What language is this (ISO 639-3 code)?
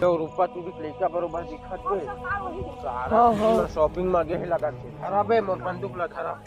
hne